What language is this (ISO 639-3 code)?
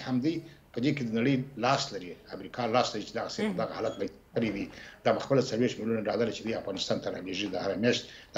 pus